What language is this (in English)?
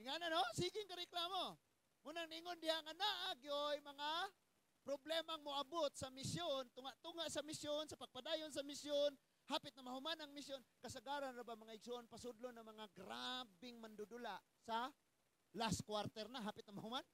Cebuano